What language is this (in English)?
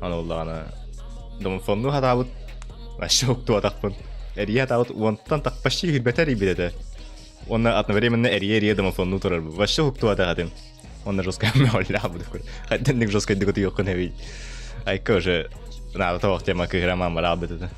Yakut